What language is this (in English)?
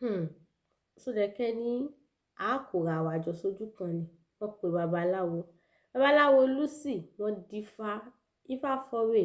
Yoruba